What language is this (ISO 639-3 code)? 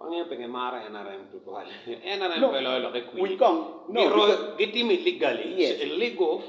ach